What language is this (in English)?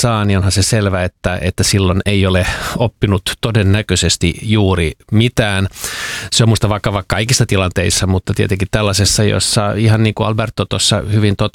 Finnish